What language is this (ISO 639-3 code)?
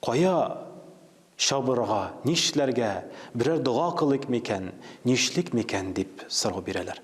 tat